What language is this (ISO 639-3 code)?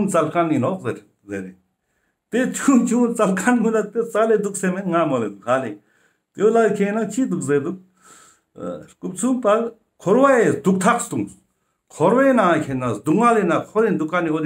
lbj